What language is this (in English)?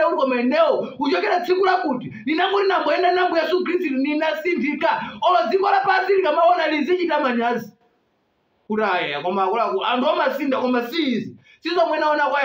Nyanja